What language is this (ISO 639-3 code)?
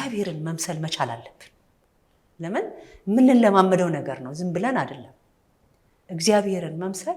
amh